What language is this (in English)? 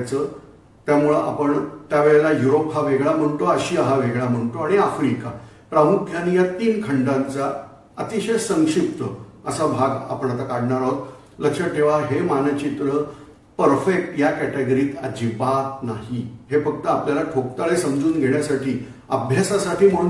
Marathi